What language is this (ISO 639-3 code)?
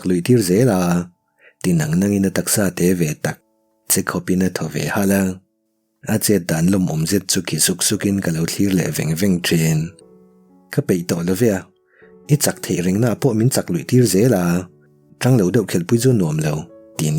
lus